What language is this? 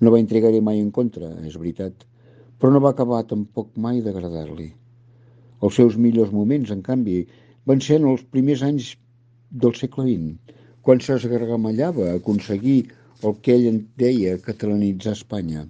Catalan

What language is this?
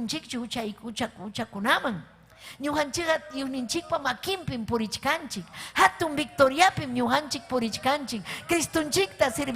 Ayacucho Quechua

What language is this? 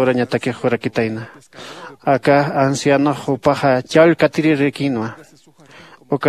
Aymara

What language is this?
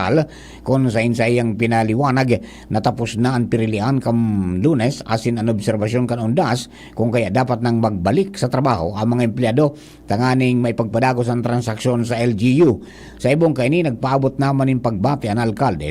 Bikol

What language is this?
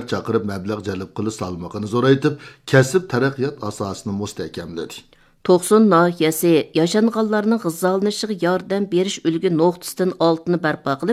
Uyghur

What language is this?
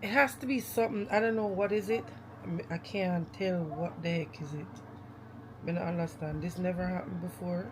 Jamaican Creole English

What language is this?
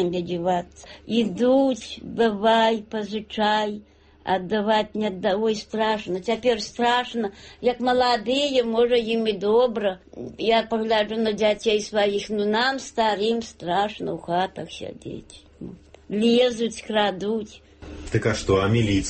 Belarusian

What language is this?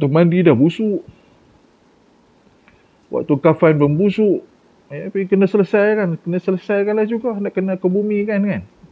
Malay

